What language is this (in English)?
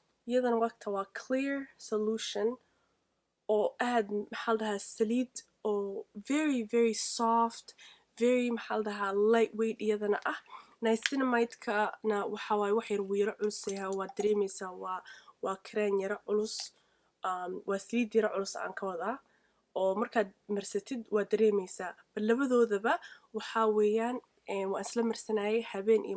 Somali